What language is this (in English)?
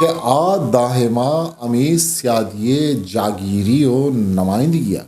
Eastern Balochi